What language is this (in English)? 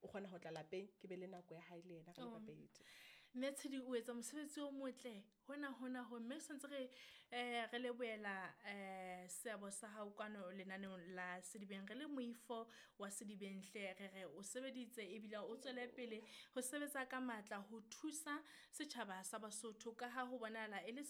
Southern Sotho